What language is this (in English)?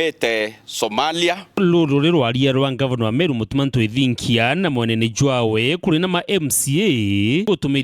Meru